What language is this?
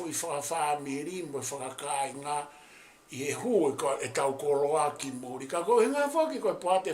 Tongan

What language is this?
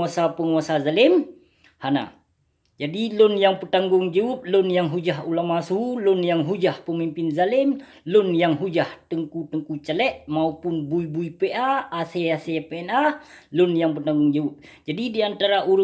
Achinese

